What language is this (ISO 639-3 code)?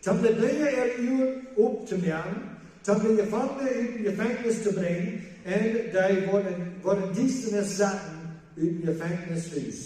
pdt